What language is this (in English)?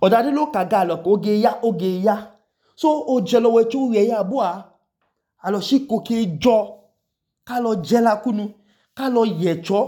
Idoma